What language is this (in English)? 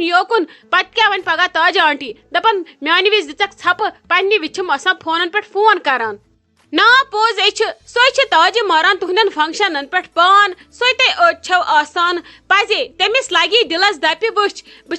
Kashmiri